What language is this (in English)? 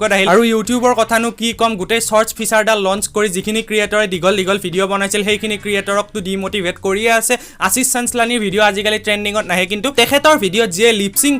Assamese